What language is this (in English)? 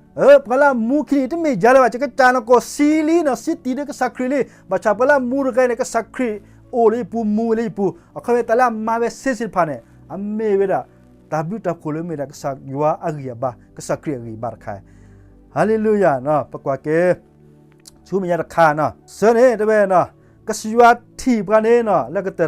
S'gaw Karen